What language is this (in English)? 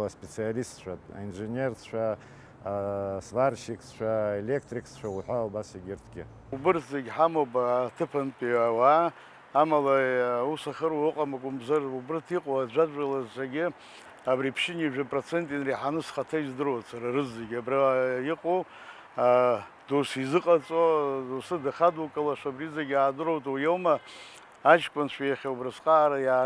Abkhazian